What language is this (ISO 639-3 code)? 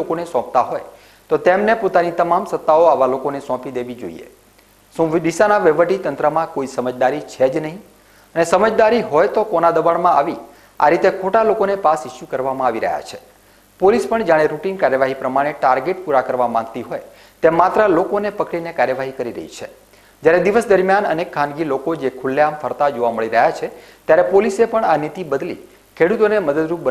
guj